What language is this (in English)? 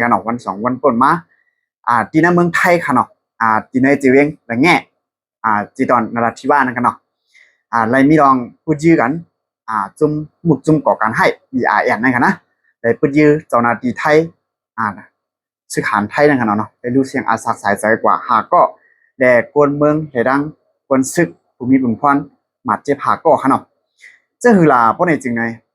Shan